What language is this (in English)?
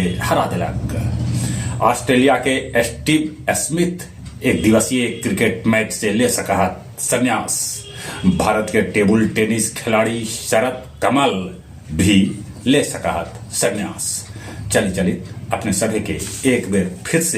Magahi